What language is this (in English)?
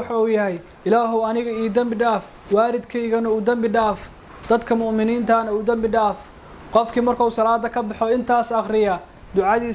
Somali